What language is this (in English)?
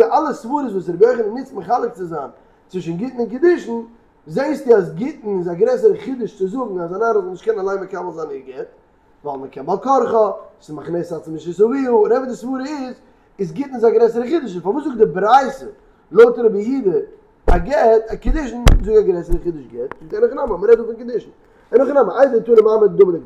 Yiddish